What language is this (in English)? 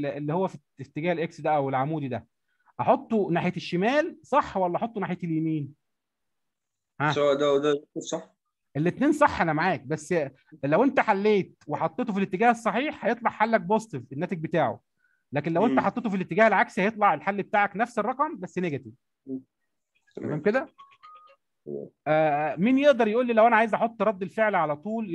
Egyptian Arabic